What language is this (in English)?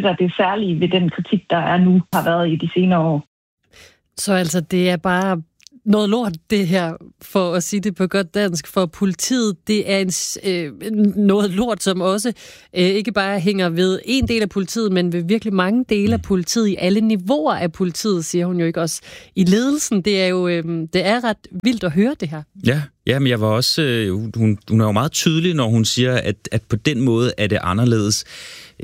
Danish